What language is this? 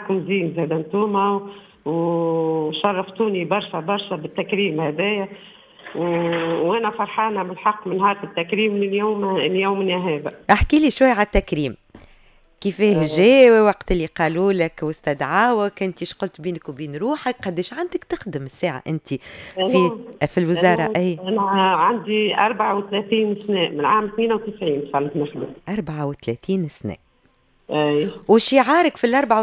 Tunisian Arabic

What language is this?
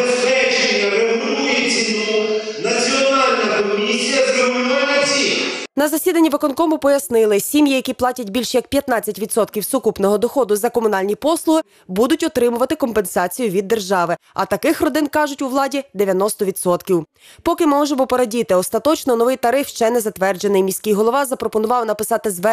Ukrainian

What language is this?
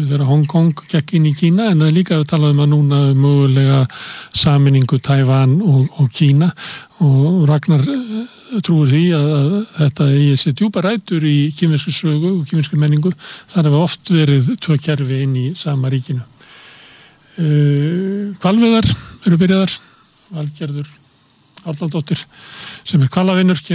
Icelandic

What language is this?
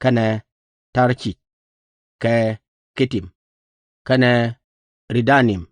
Nuer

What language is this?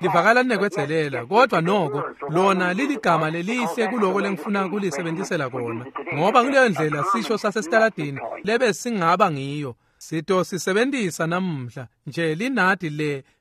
Swati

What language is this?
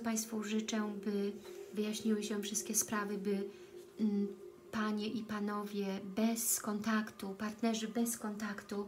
Polish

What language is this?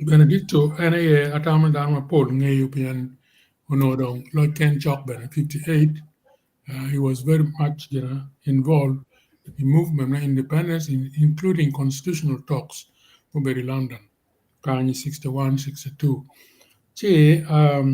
Acoli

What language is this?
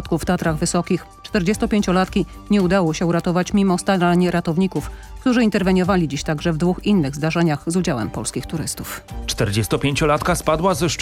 Polish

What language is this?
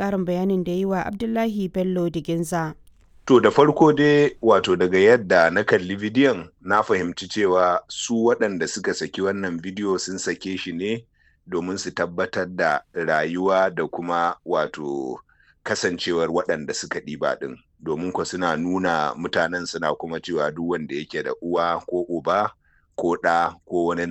Hausa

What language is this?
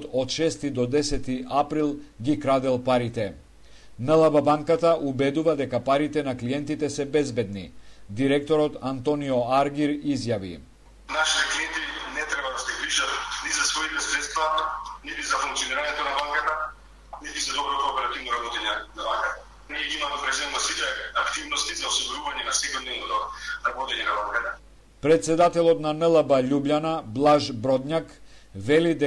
Macedonian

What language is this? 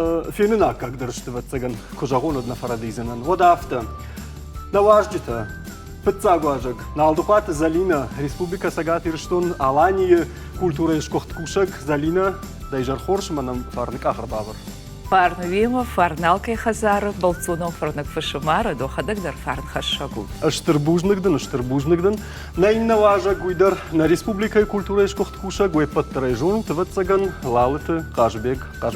Ossetic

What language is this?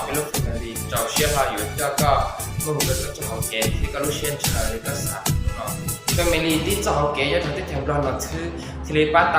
Hmong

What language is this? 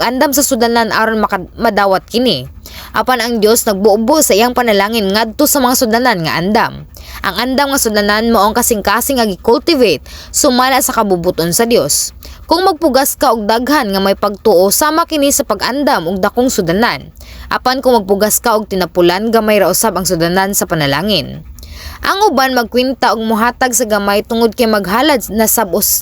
Cebuano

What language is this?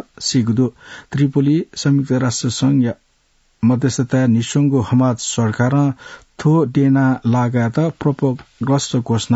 Newari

